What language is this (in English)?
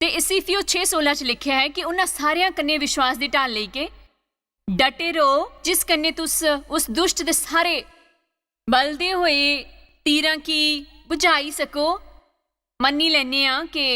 Dogri